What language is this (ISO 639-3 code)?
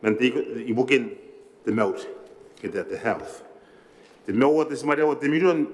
gil